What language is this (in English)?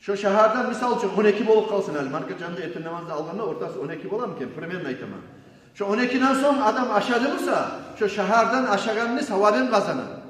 Kumyk